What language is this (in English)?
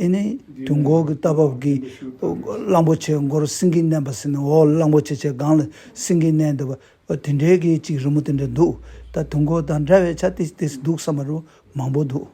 Tibetan